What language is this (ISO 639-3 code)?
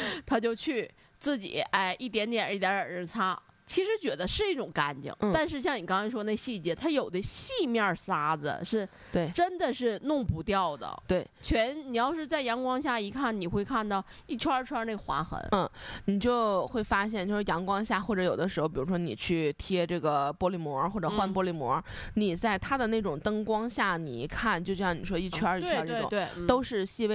zho